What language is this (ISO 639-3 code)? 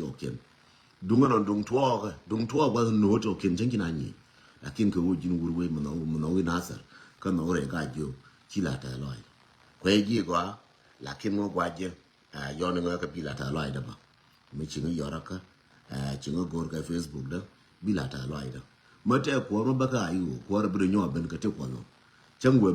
nus